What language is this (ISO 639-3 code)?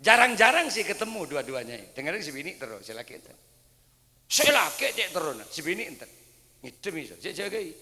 mad